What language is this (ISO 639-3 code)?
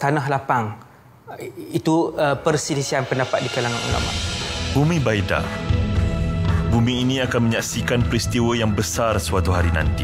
msa